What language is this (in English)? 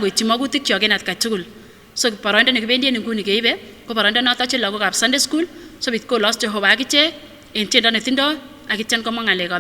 Kipsigis